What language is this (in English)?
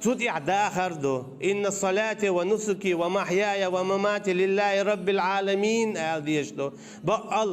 Chechen